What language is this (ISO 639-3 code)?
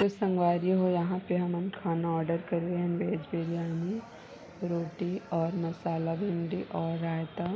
hne